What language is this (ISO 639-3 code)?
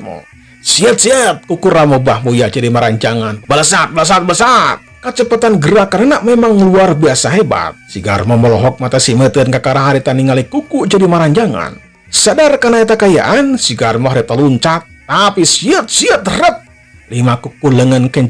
sun